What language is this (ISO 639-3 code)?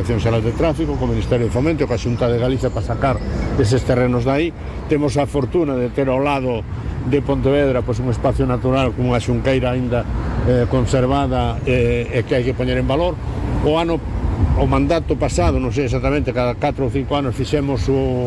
glg